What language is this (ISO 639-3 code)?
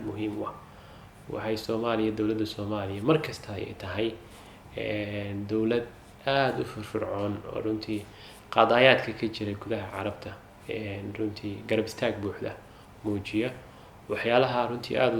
som